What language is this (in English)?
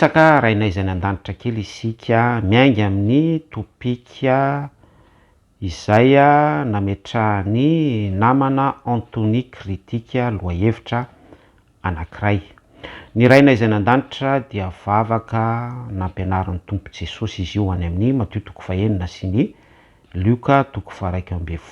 Malagasy